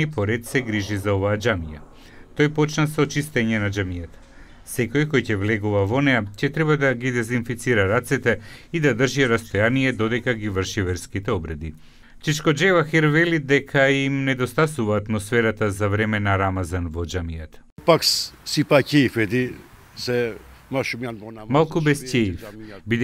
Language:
Macedonian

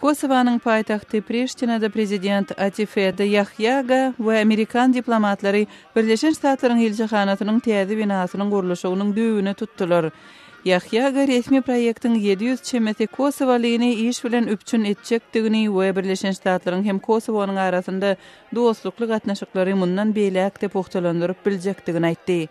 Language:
Turkmen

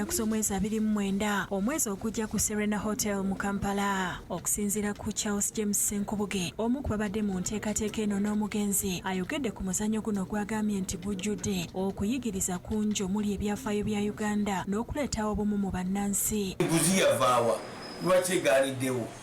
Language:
Ganda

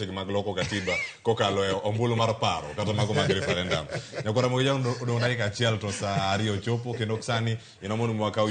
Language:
Luo (Kenya and Tanzania)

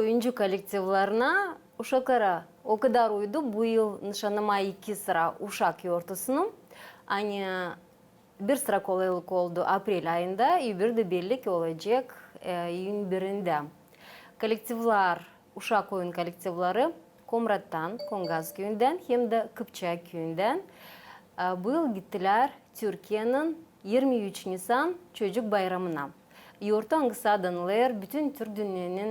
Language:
Gagauz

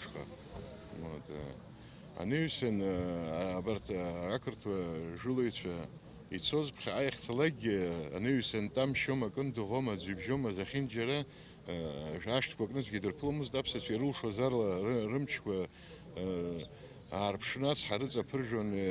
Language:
Abkhazian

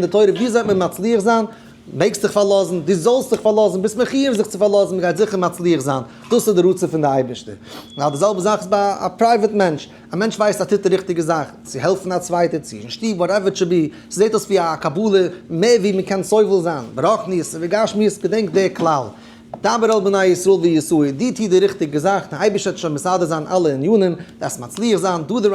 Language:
Yiddish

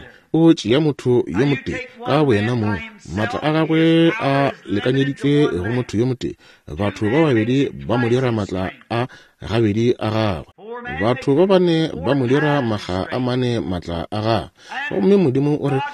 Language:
Northern Sotho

